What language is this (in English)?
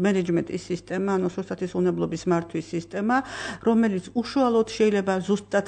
Georgian